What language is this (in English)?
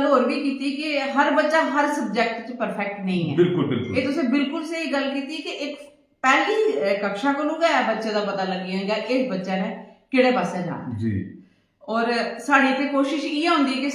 Dogri